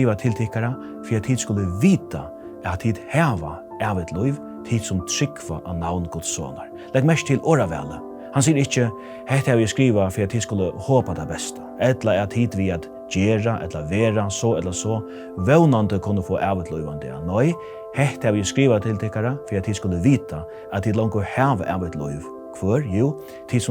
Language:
Faroese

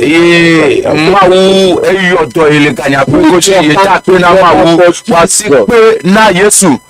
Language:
Ewe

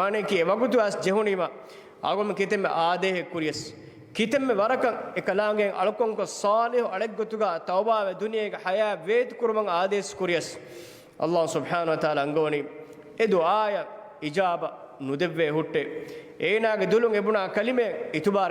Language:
Divehi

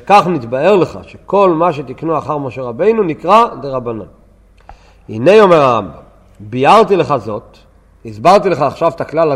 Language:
Hebrew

